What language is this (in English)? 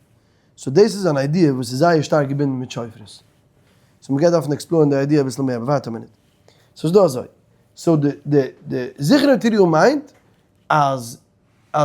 Yiddish